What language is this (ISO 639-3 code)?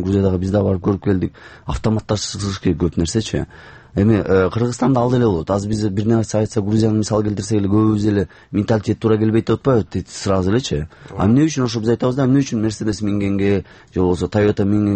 kir